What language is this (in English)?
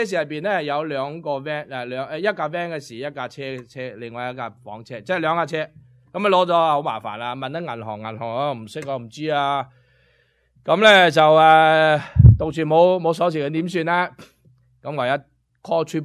Cantonese